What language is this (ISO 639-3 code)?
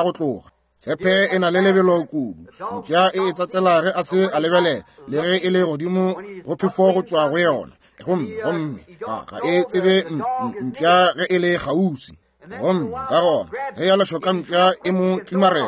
nso